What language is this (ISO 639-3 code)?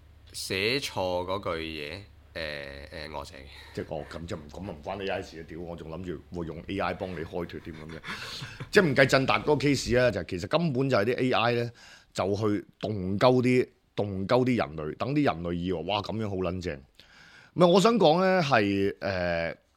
yue